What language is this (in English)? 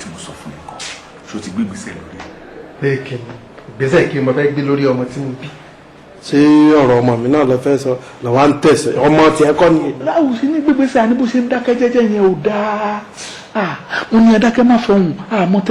Yoruba